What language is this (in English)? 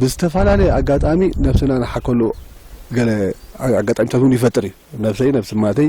Tigrinya